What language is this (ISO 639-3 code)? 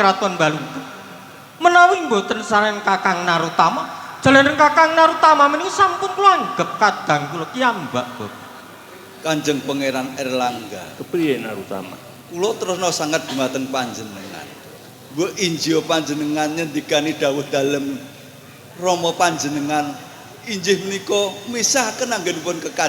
jav